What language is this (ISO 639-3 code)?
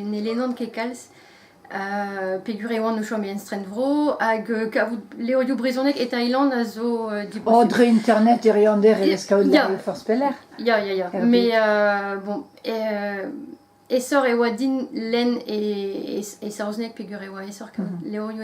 bre